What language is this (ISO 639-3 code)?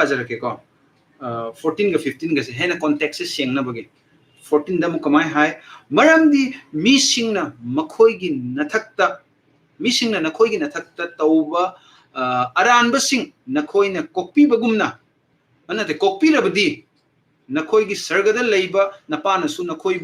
mni